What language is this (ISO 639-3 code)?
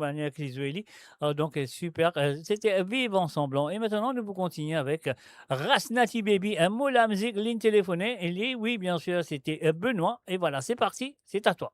mfe